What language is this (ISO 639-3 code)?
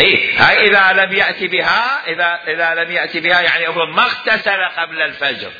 acm